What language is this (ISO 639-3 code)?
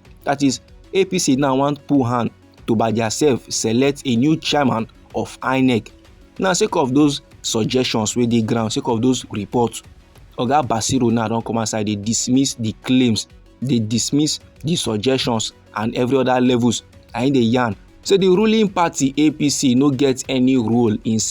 pcm